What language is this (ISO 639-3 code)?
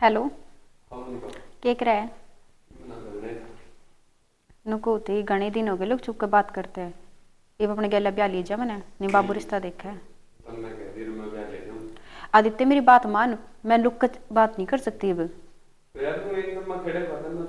bgc